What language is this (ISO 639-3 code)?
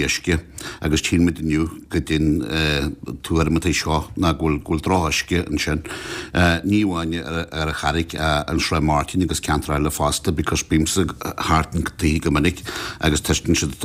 gle